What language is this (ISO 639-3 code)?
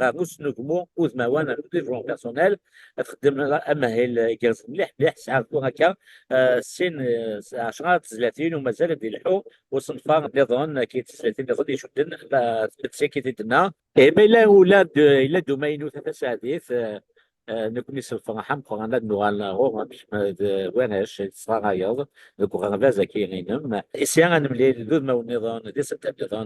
kab